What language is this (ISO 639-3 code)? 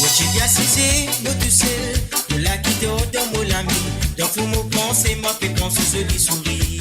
mfe